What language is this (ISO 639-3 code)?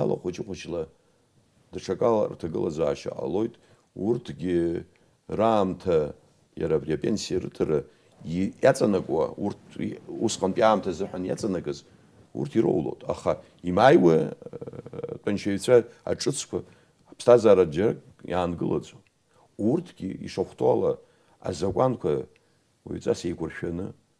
abk